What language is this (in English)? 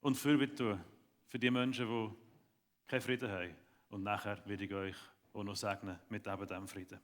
Swiss German